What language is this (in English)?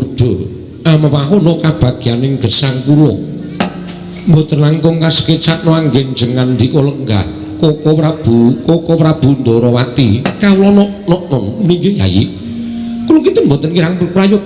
Javanese